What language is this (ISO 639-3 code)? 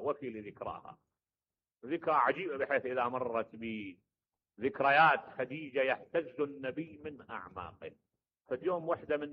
acm